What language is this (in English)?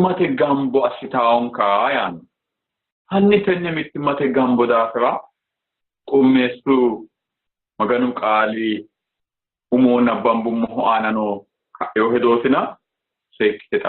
Sidamo